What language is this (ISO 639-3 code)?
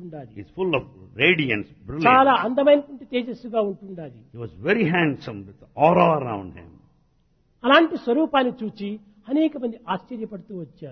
tel